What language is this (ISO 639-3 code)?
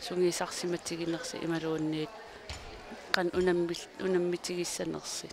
kal